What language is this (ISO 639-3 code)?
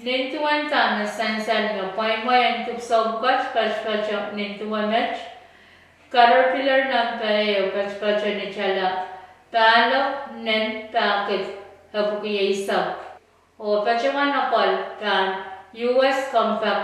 pon